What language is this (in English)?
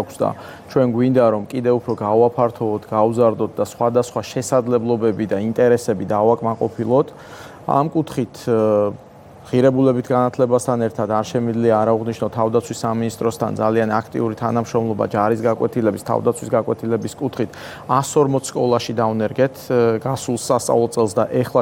Georgian